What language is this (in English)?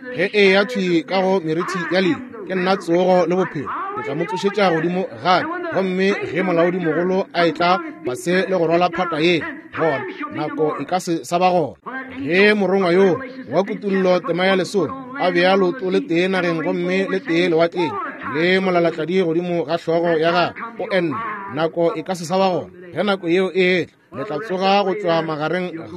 Northern Sotho